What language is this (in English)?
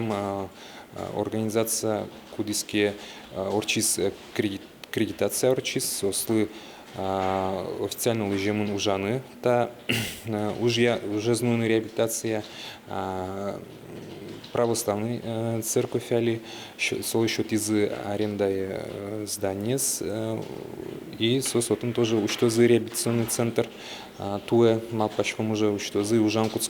Udmurt